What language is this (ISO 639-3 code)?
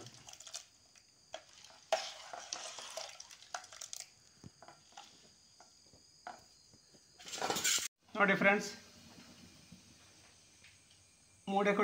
kan